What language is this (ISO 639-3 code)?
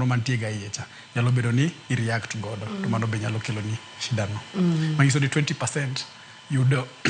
luo